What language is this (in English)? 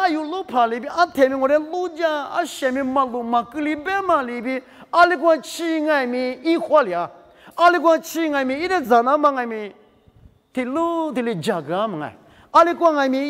Lisu